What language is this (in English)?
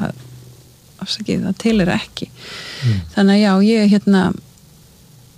Icelandic